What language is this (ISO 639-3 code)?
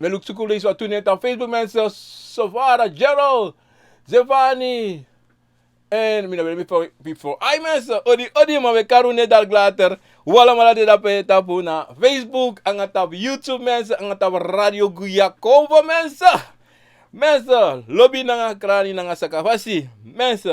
srn